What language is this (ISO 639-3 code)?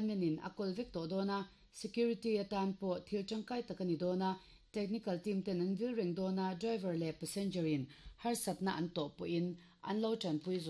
lus